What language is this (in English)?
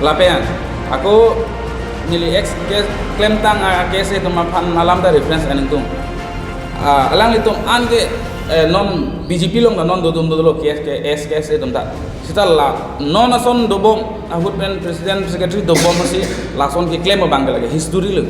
Karbi